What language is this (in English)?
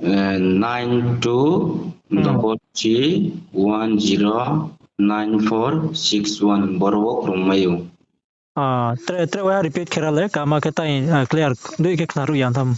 Riang (India)